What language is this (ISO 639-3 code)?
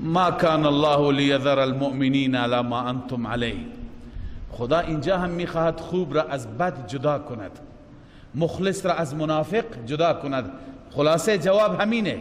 fas